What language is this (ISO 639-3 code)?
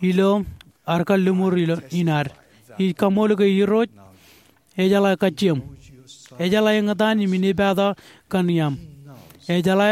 mah